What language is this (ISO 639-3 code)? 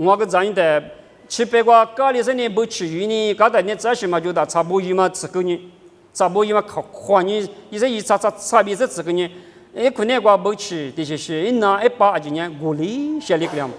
lis